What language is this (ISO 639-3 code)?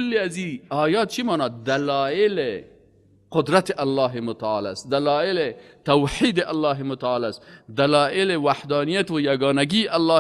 fas